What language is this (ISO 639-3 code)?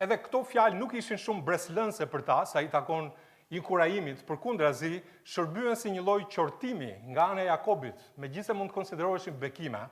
sqi